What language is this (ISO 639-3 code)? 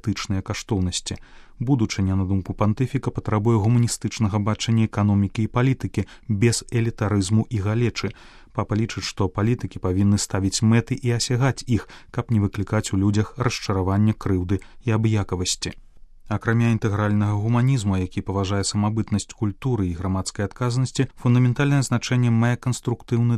bel